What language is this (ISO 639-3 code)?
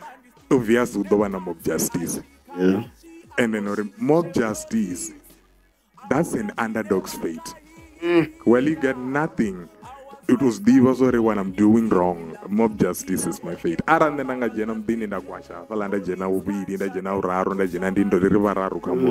ven